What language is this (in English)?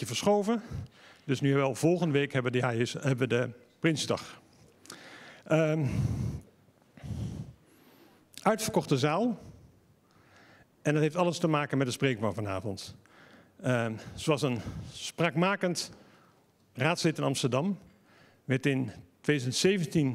Dutch